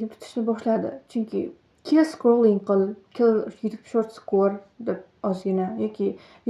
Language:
Uzbek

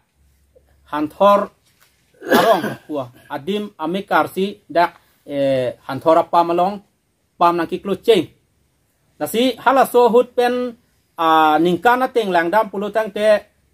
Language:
Karbi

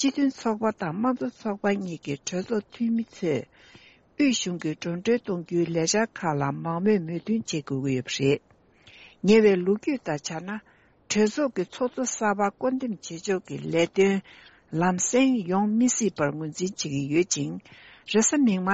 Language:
Tibetan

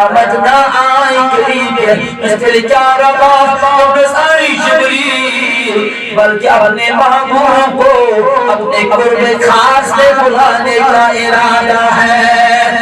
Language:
Kashmiri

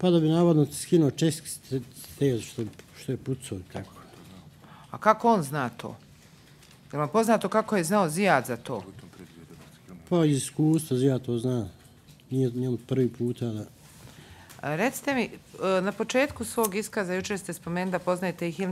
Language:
Bosnian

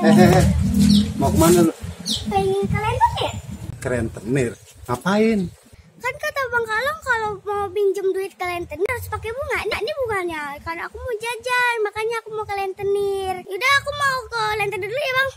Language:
Betawi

